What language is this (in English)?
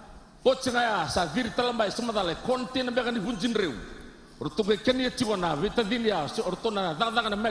Fijian